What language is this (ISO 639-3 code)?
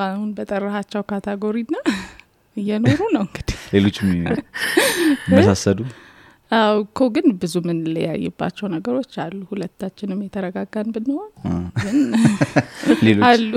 amh